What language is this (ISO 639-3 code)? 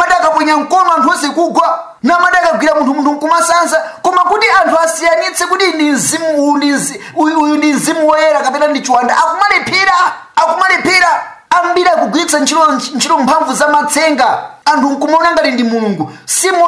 nya